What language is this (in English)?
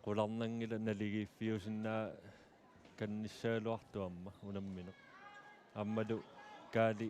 Kalaallisut